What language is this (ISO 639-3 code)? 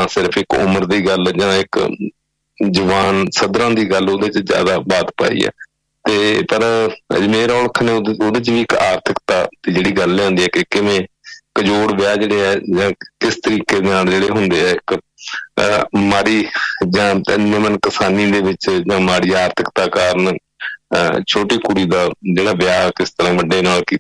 pan